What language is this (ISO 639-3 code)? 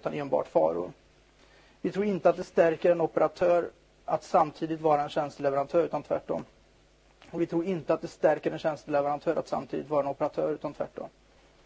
swe